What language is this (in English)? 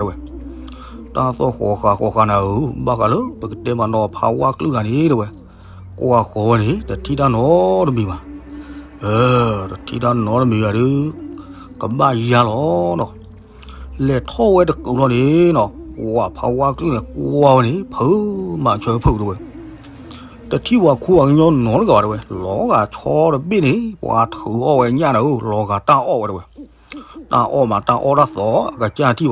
S'gaw Karen